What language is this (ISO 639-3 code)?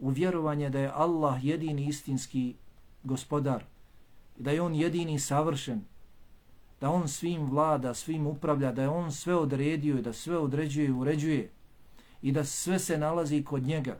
bos